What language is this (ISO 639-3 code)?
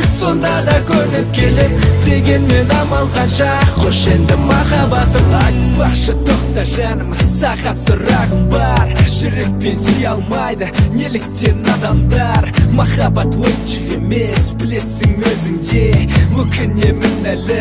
kaz